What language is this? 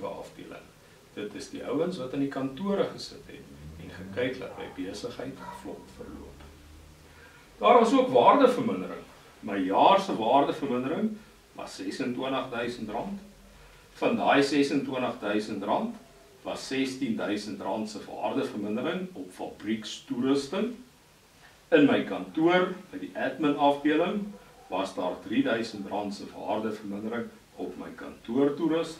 Afrikaans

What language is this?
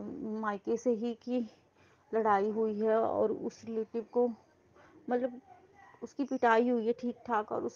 Hindi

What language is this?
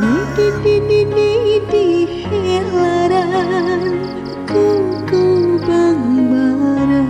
Betawi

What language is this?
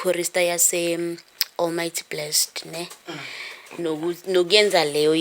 Zulu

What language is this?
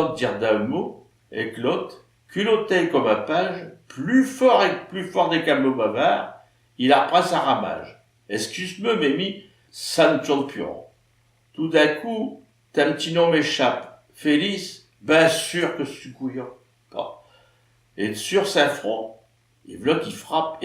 Picard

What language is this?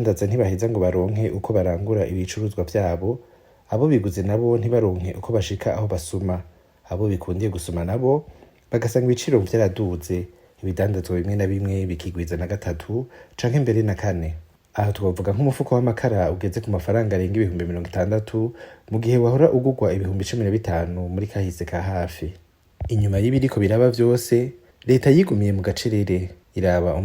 Rundi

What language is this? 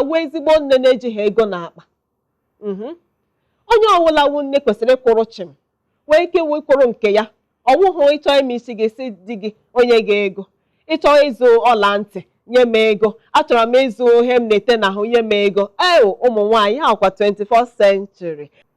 Igbo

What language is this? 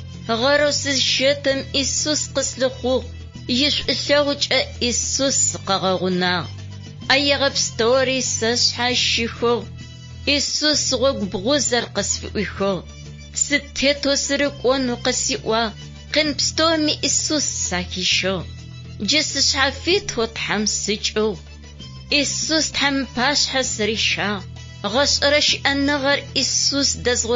Adyghe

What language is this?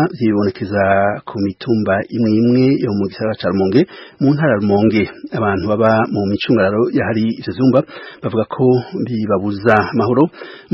Rundi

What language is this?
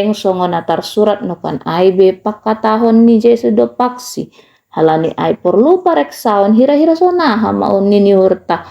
Batak Simalungun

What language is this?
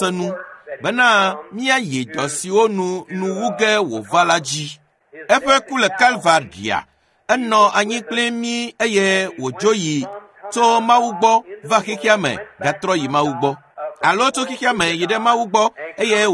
Ewe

